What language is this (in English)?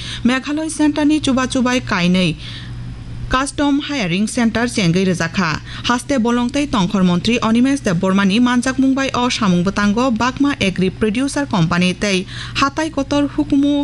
Kok Borok